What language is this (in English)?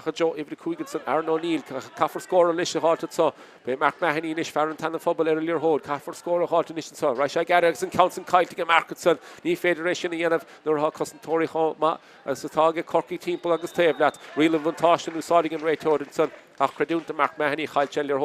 Irish